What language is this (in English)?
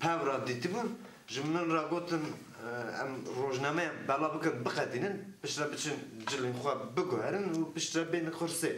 Kurdish